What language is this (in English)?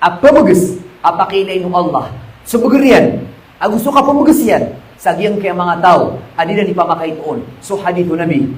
Maranao